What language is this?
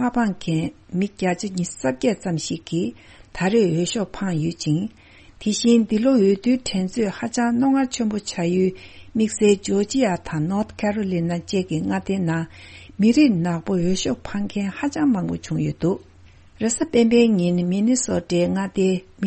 Tibetan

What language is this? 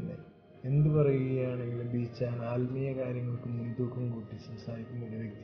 Malayalam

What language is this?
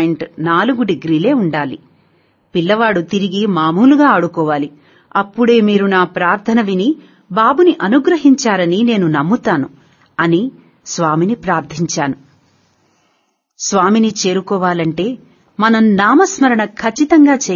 Telugu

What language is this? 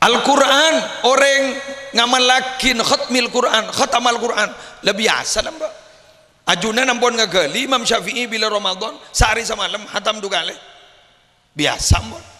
Madurese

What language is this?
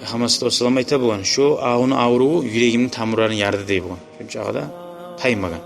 Kumyk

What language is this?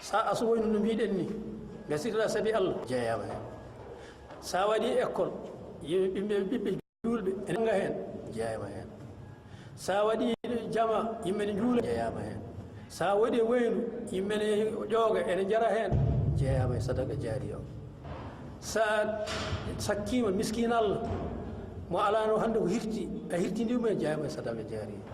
Fula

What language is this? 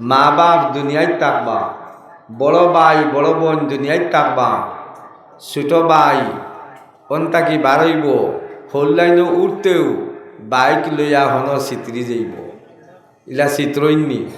Sylheti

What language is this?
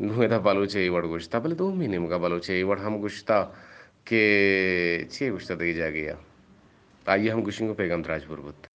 Eastern Balochi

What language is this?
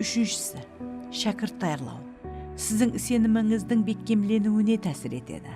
Kara-Kalpak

